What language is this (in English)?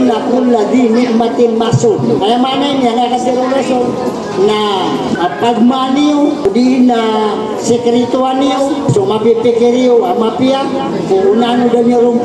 Maranao